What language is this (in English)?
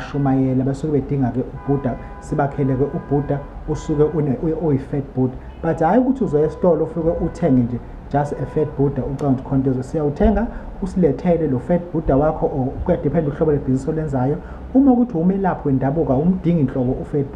Zulu